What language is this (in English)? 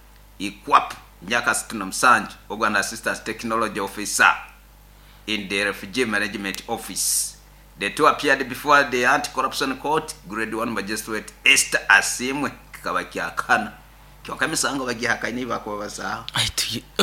Nyoro